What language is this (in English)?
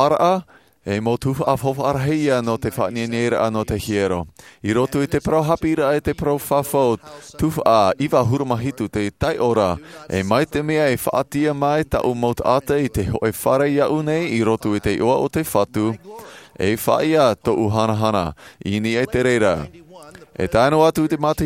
Tahitian